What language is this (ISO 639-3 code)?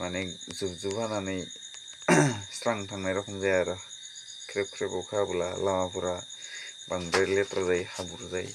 brx